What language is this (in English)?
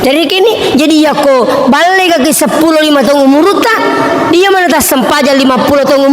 Buginese